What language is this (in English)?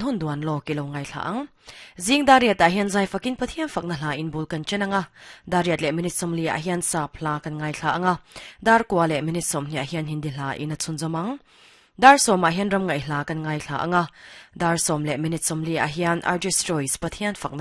Mizo